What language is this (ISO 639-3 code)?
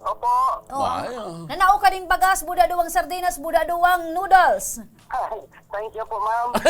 bik